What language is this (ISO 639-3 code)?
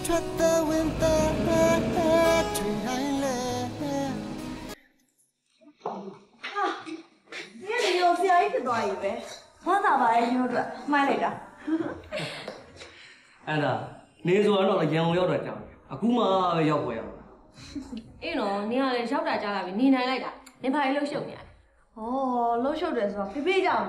mya